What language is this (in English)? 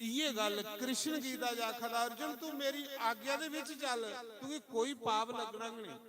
Dogri